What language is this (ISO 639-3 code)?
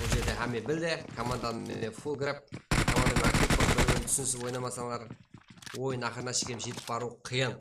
kaa